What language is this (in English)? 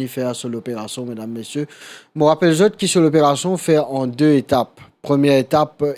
Morisyen